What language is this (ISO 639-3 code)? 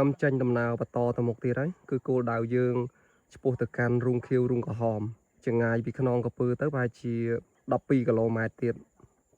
khm